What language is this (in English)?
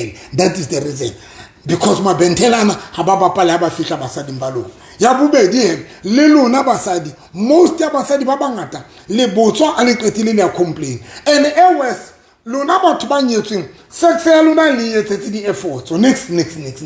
Southern Sotho